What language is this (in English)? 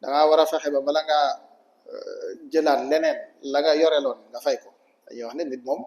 Wolof